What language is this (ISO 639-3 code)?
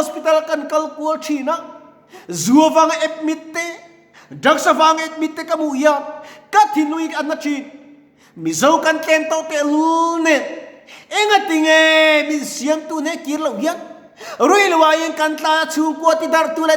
lus